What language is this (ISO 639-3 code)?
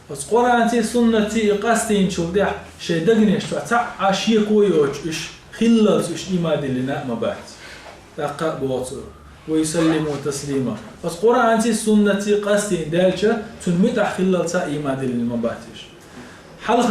che